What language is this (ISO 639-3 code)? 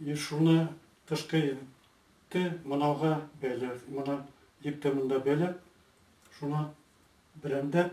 bak